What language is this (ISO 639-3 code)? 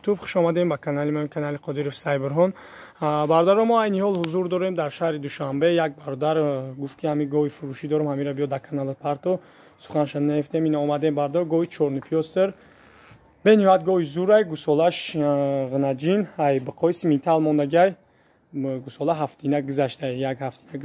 tgk